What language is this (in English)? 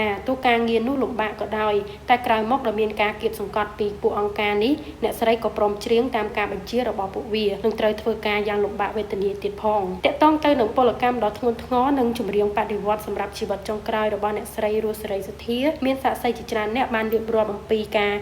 Khmer